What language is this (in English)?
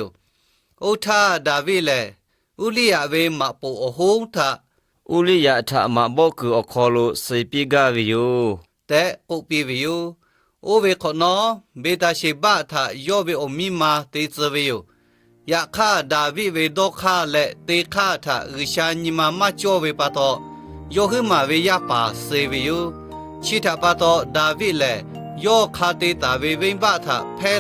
Lahu